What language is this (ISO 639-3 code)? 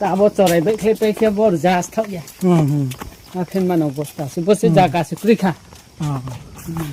ria